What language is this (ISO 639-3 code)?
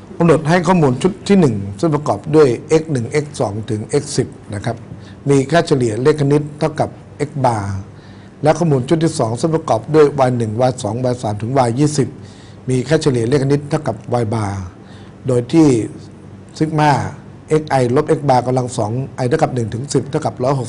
tha